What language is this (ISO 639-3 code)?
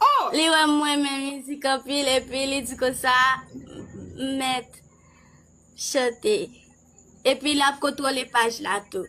hat